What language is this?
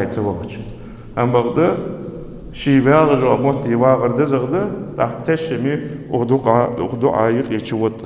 Ingush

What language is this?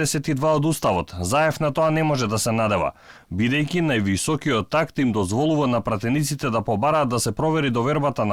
Macedonian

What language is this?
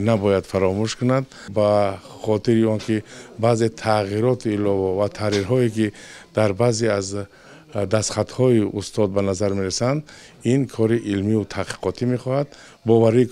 Tajik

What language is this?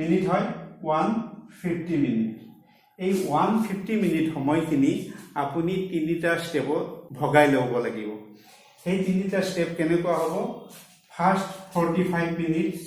Assamese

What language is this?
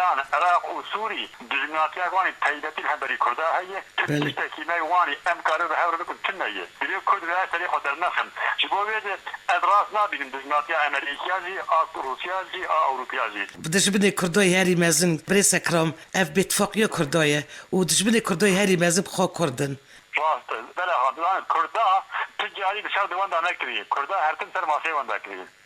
Kurdish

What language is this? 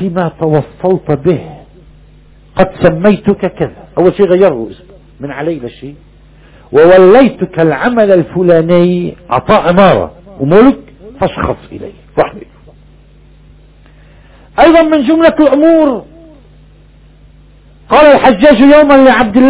Arabic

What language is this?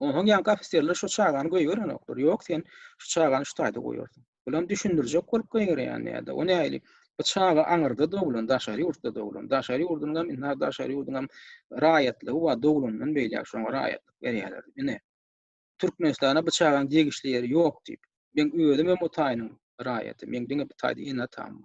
Turkmen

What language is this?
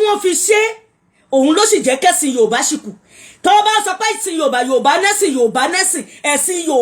Yoruba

